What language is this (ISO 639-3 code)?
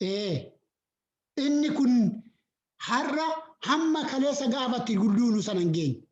orm